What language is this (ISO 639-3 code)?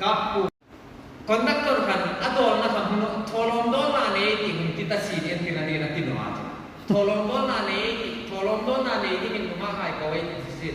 hmr